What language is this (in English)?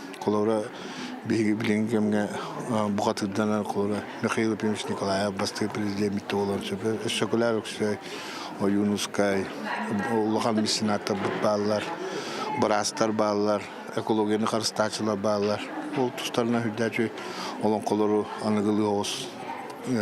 Yakut